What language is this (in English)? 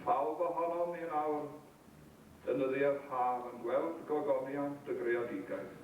Welsh